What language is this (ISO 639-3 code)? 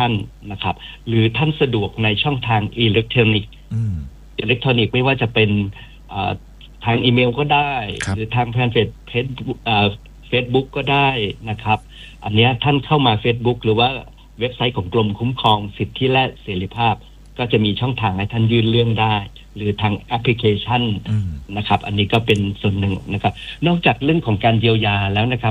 tha